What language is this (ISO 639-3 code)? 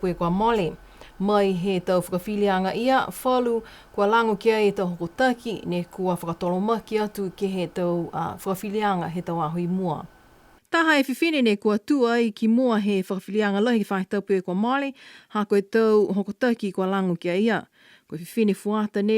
niu